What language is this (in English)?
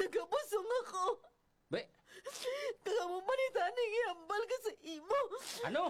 Hiligaynon